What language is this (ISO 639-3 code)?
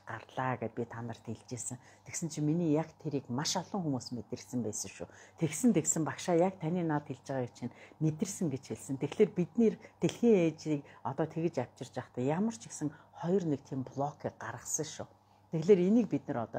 mon